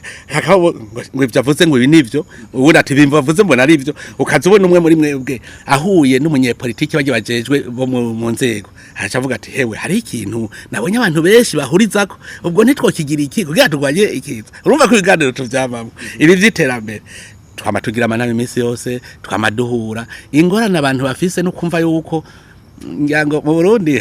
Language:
Rundi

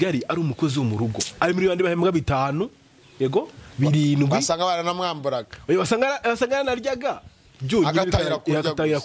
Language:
Kinyarwanda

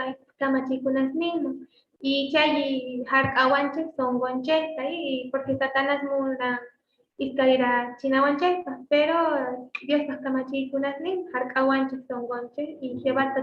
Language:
South Bolivian Quechua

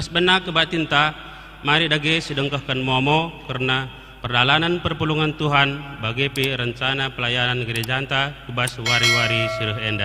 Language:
Batak Karo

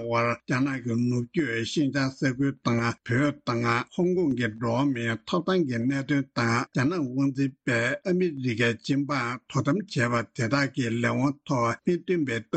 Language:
Tibetan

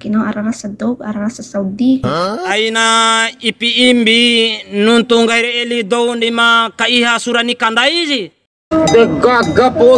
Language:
Bima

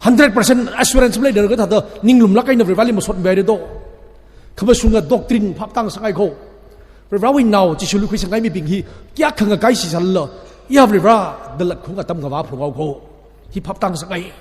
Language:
Tangkhul Naga (India)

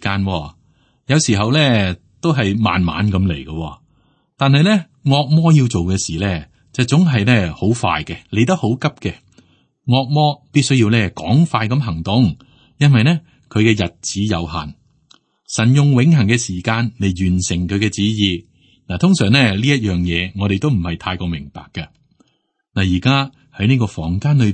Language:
Cantonese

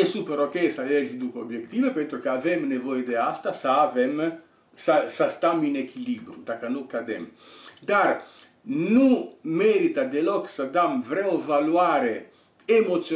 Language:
Romanian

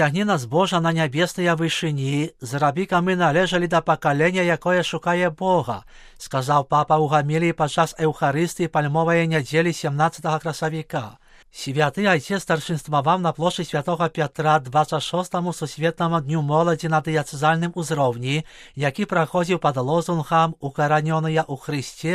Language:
Belarusian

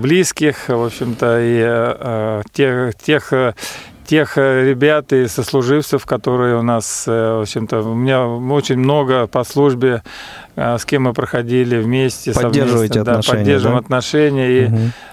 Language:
Russian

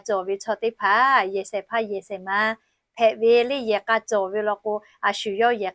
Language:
Lahu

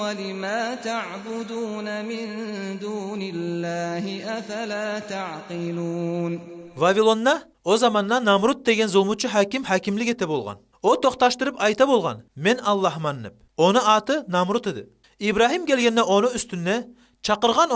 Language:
Kumyk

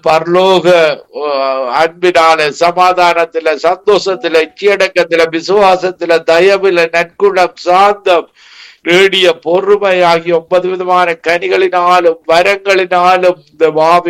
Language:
Tamil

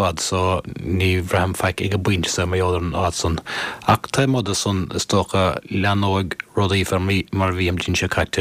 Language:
Irish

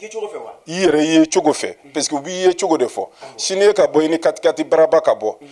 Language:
Bambara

